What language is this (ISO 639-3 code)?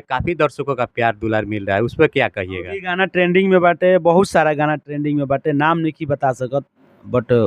bho